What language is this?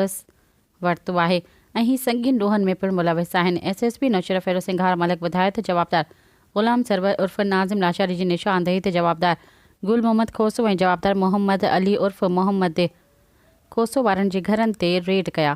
Sindhi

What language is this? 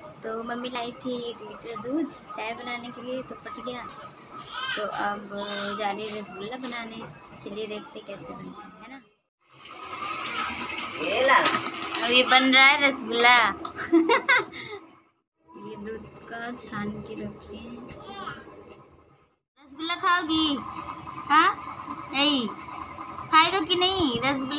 Hindi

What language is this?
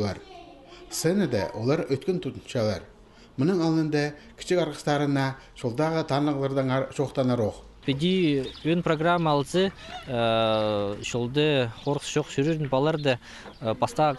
Khakas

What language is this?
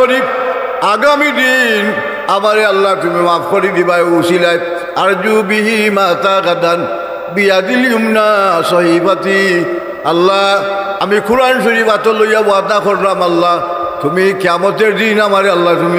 Sylheti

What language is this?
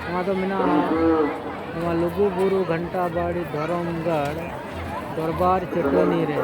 Santali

